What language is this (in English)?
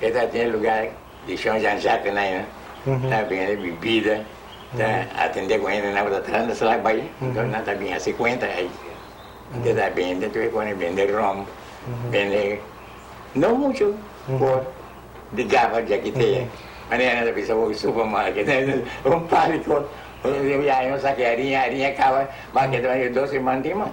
Papiamento